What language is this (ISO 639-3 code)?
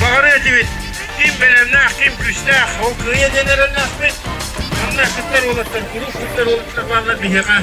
sah